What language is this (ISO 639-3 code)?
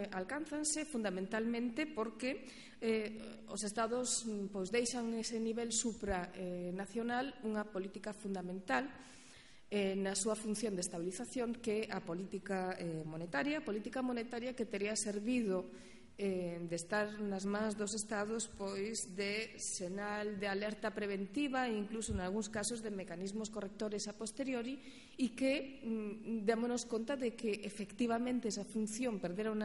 glg